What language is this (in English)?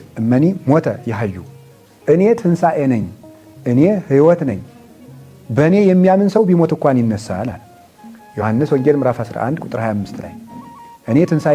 Amharic